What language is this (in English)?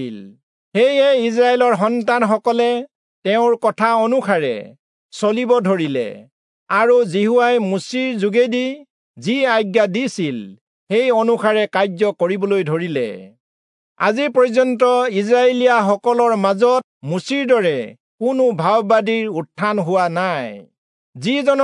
Assamese